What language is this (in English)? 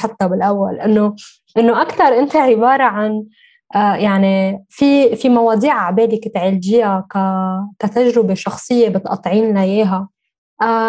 North Levantine Arabic